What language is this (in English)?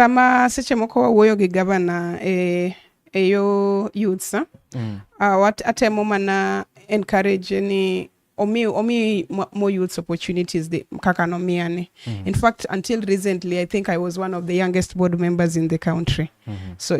Luo (Kenya and Tanzania)